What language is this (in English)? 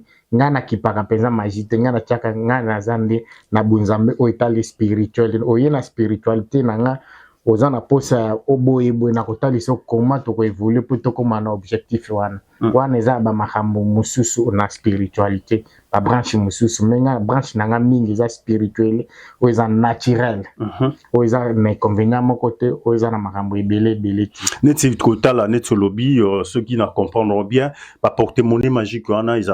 Lingala